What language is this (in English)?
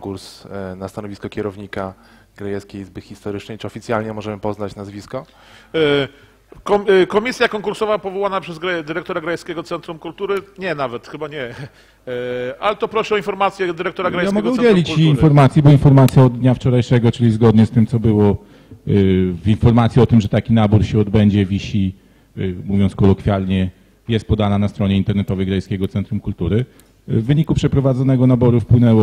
Polish